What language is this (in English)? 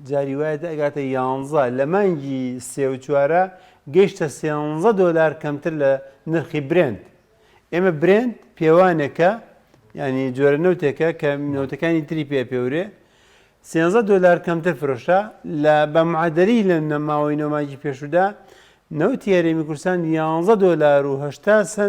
Central Kurdish